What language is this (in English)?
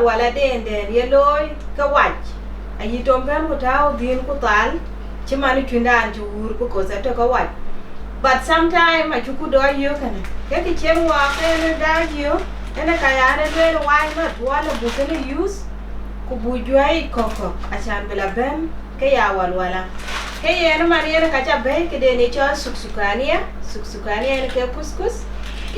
Dinka